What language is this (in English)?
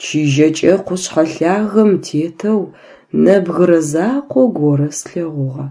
Adyghe